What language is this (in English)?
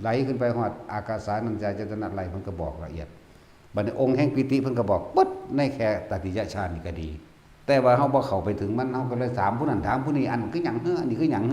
Northeastern Thai